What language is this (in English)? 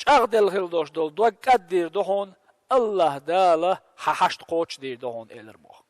Chechen